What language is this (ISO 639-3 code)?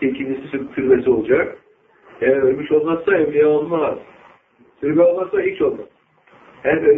tur